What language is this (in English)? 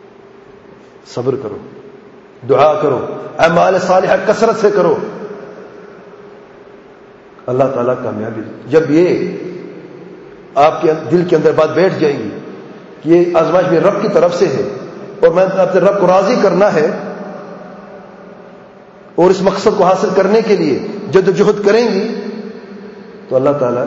Urdu